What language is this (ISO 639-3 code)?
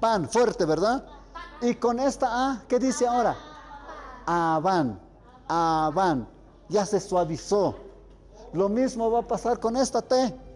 mxp